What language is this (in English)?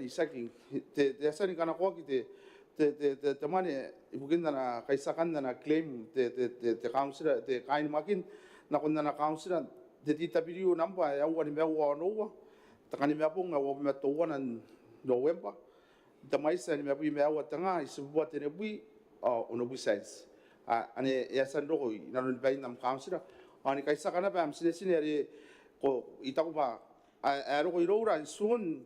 Gilbertese